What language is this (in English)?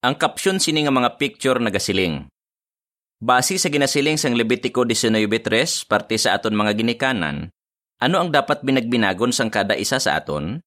Hiligaynon